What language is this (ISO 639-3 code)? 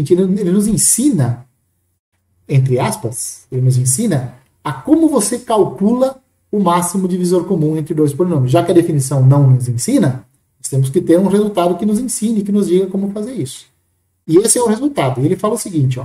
por